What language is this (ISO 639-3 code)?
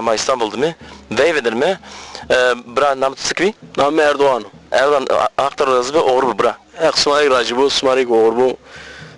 zza